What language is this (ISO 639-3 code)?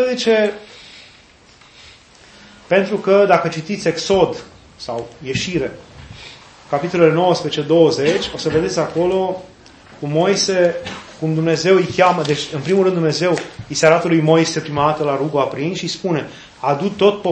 ron